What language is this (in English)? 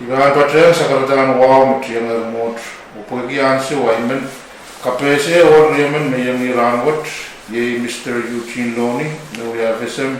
Pohnpeian